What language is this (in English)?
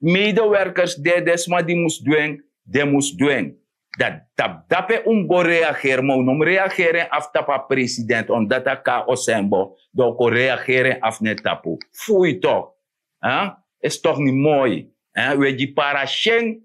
Sranan Tongo